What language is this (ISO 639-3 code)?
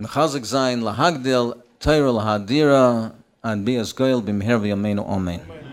yid